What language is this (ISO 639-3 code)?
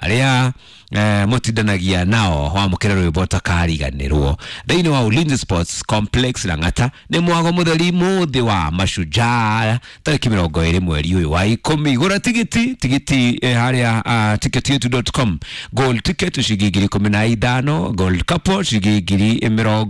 kik